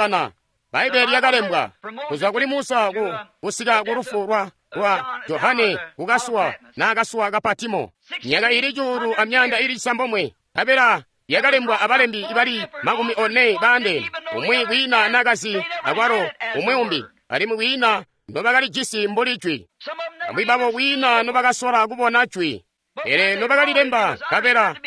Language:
Tonga (Zambia)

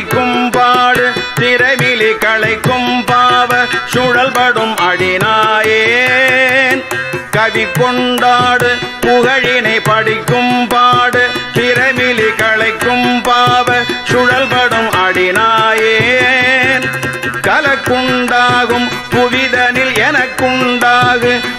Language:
Tamil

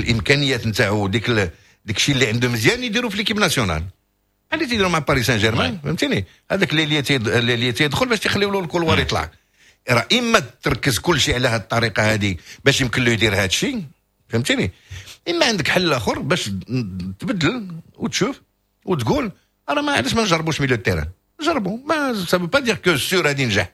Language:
Moroccan Arabic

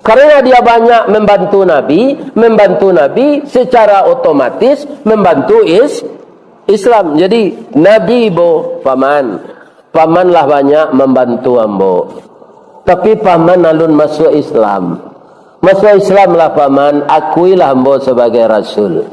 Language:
Minangkabau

